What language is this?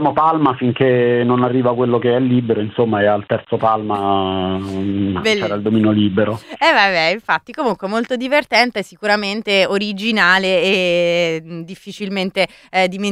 Italian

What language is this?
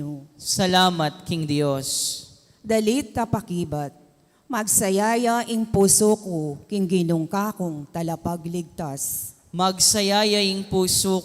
Pampanga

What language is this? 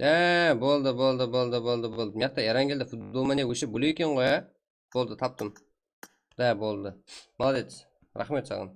Kara-Kalpak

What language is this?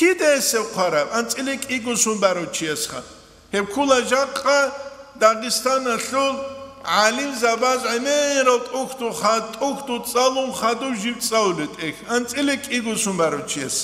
Avaric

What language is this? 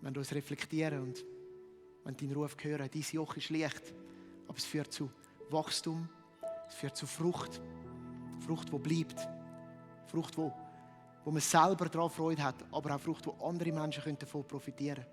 Swiss German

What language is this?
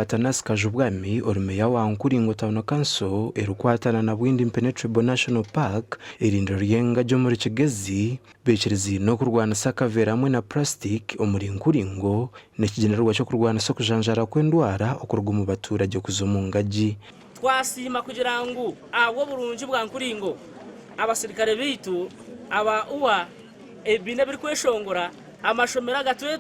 Nyankole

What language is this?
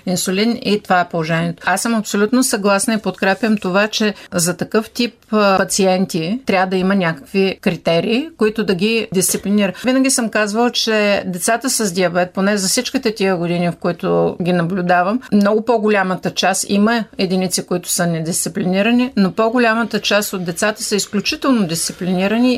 Bulgarian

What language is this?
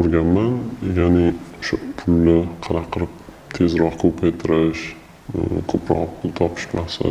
Uzbek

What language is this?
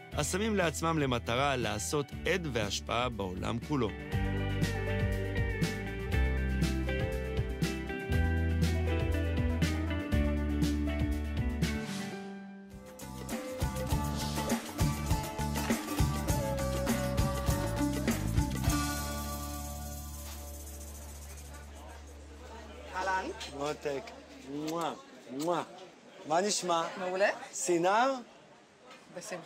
Hebrew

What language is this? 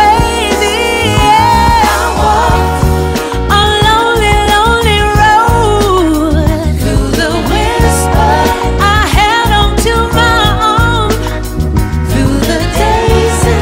English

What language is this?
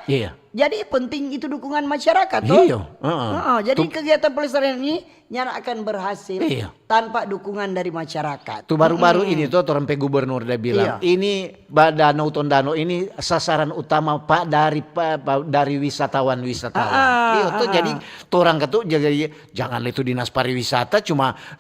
Manado Malay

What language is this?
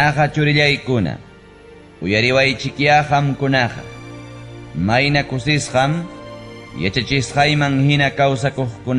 Ayacucho Quechua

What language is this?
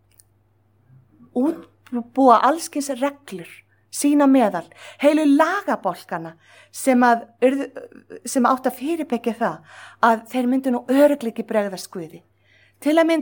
Icelandic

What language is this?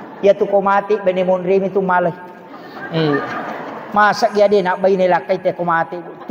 Buginese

